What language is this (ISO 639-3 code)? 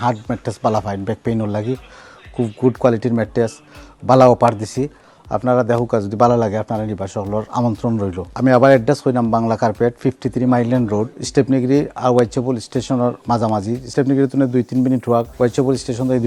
syl